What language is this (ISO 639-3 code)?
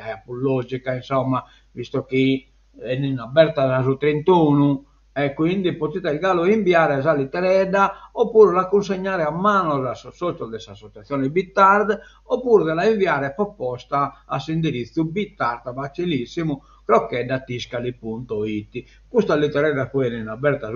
srd